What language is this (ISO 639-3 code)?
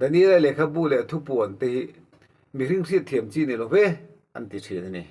lus